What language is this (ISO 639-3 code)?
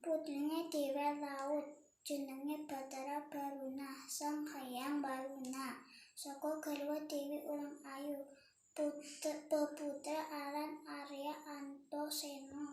jav